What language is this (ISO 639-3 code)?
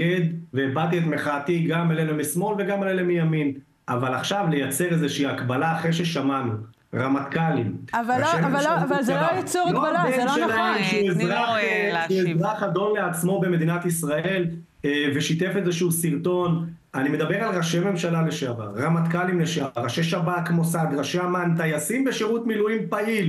heb